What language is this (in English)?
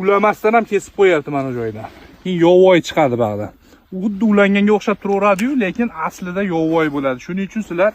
Uzbek